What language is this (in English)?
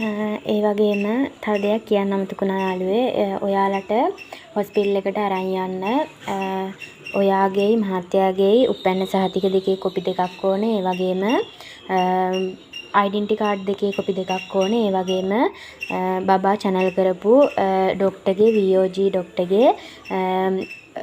Sinhala